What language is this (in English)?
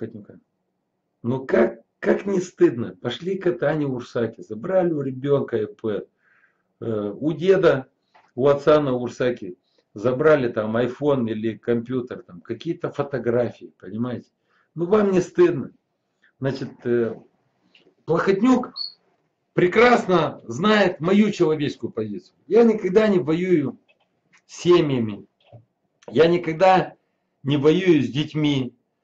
Russian